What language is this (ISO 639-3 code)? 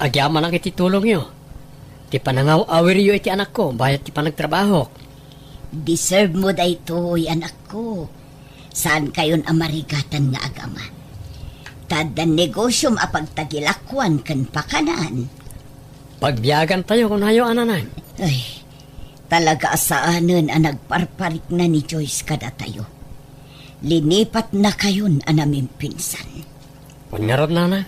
ilo